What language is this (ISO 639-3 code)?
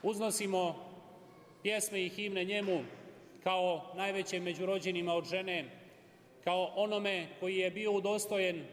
srp